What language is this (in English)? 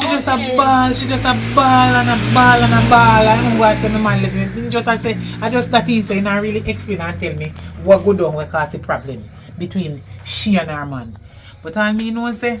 Jamaican Creole English